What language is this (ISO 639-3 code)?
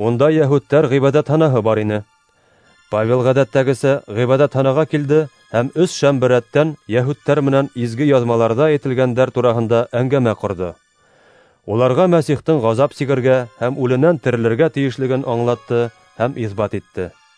bak